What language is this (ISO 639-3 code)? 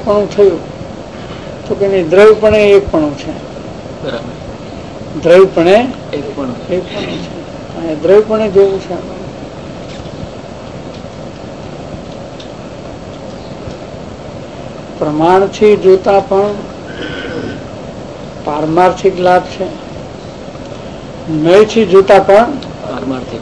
guj